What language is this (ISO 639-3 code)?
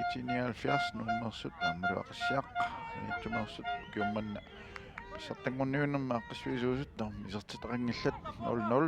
kal